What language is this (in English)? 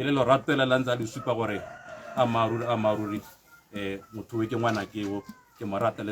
Tswana